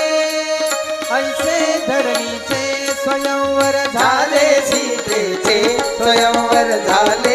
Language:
Marathi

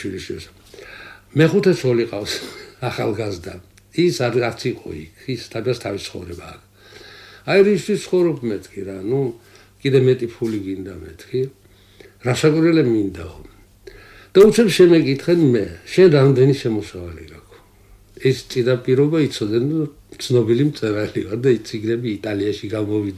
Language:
Georgian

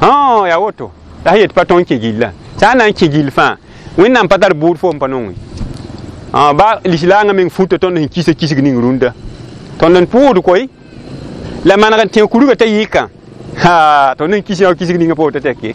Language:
Mossi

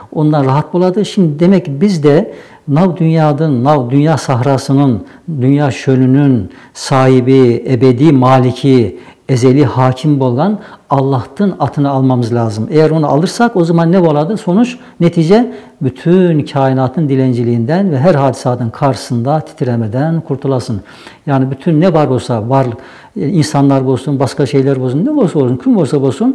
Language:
Nogai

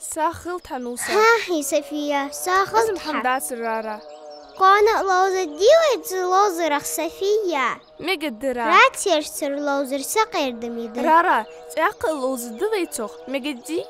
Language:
Ingush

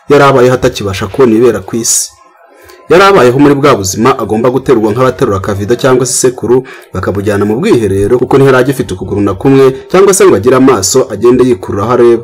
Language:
Kinyarwanda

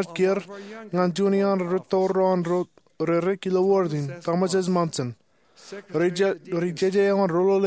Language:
Marshallese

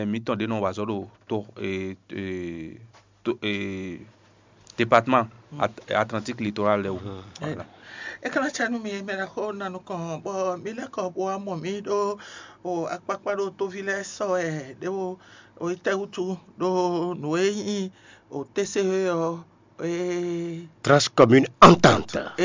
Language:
Fon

